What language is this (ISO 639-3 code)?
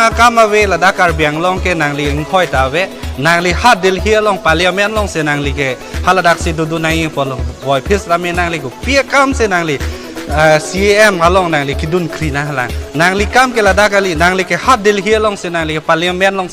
mjw